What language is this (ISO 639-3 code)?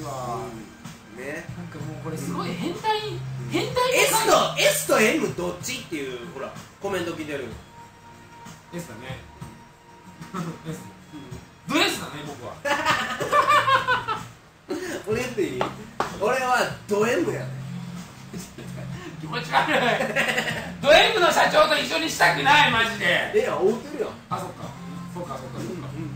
jpn